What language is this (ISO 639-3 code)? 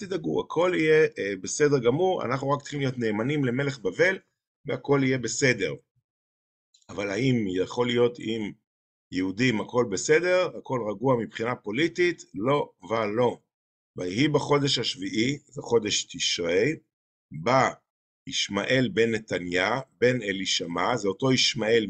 heb